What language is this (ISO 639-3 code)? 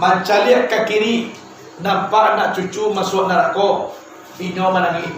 min